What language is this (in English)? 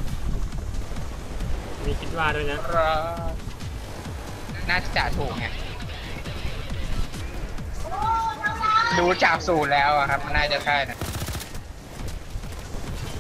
Thai